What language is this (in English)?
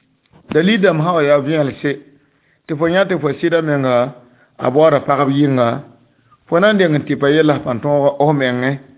Mossi